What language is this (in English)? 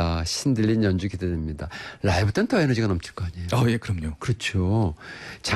Korean